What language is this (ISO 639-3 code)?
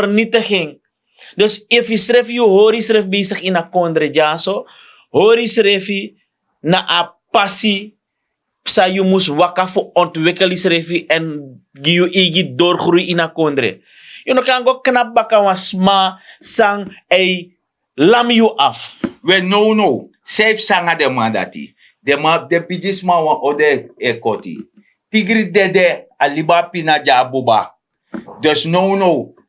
srn